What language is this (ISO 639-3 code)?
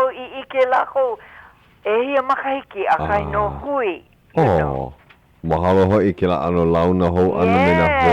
haw